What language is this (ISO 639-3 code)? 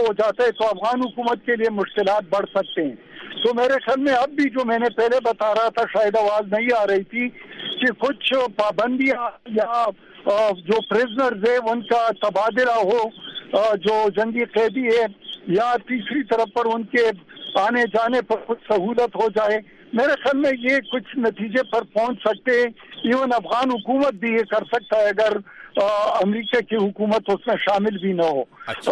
urd